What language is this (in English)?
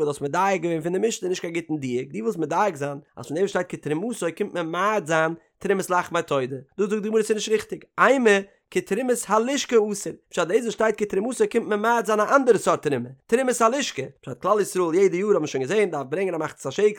Yiddish